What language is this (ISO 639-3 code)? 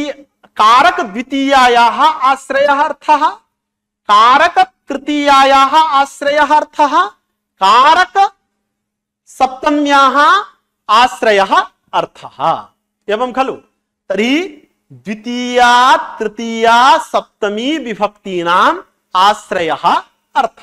san